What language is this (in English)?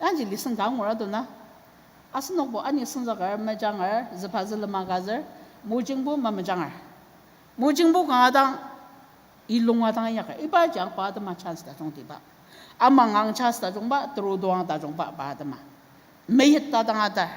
Ao Naga